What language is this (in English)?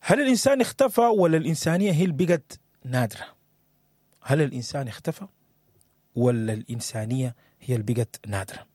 Sudanese Arabic